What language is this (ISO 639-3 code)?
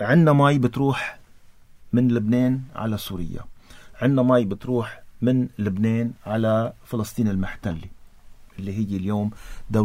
apc